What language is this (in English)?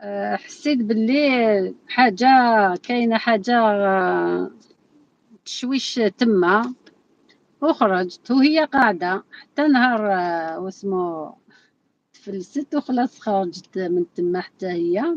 Algerian Arabic